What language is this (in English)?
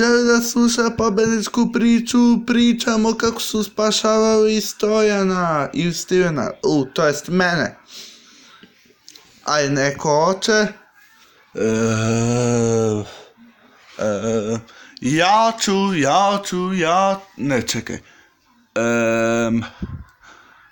Serbian